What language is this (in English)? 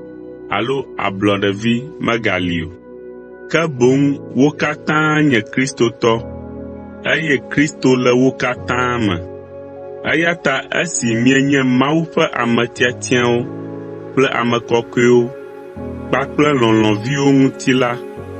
Ewe